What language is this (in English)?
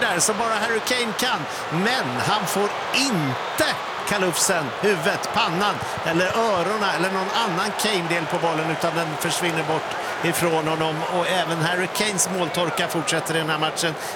Swedish